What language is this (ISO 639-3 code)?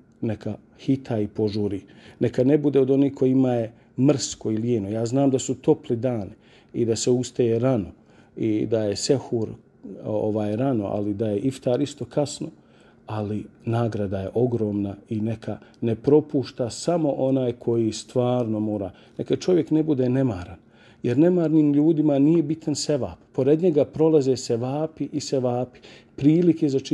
bos